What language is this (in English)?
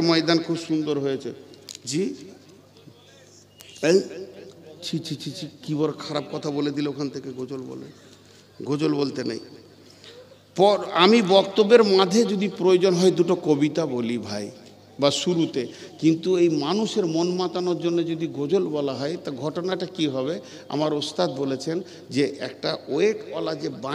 Bangla